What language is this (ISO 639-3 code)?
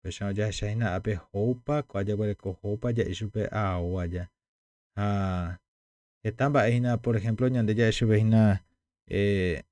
grn